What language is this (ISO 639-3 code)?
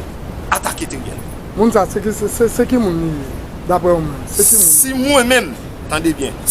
hat